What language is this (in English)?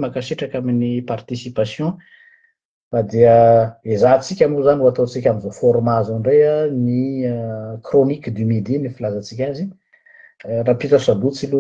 Malagasy